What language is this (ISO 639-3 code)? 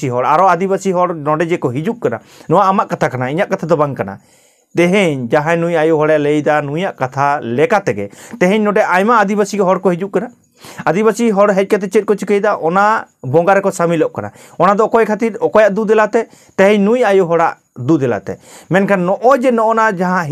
sat